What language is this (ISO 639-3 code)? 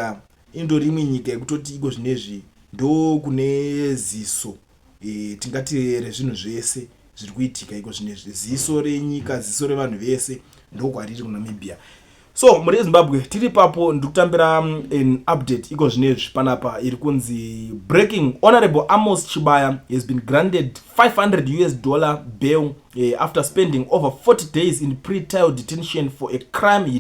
sna